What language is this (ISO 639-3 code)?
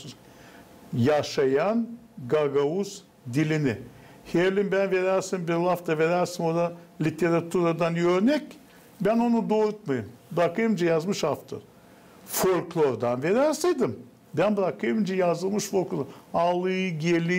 gag